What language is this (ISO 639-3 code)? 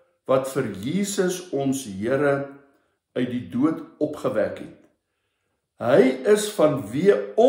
afr